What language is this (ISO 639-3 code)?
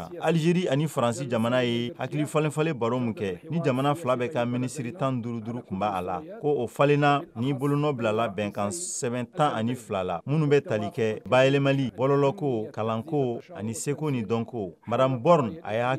bam